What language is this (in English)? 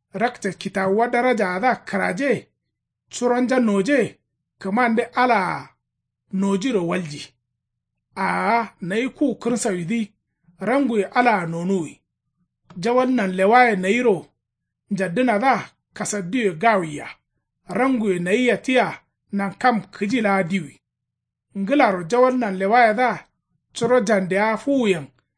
Kanuri